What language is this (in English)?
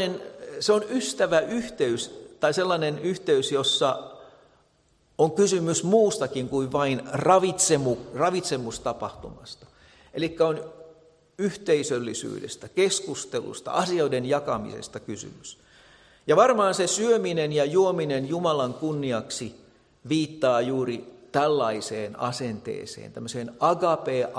Finnish